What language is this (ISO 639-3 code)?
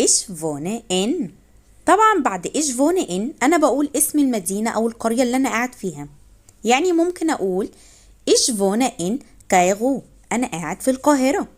arz